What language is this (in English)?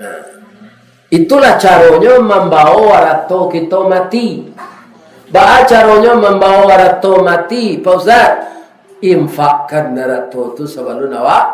Minangkabau